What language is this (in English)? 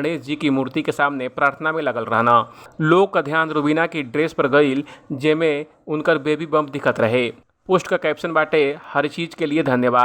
Bhojpuri